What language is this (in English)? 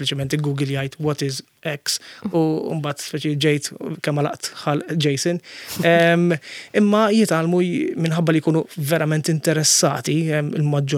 Maltese